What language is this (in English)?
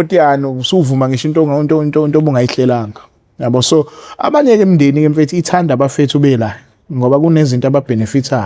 Zulu